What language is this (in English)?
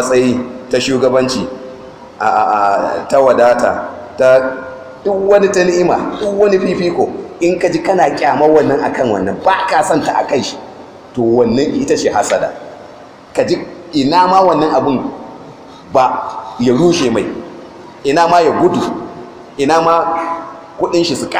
Hausa